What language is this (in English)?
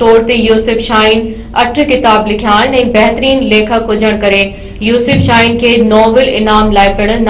Sindhi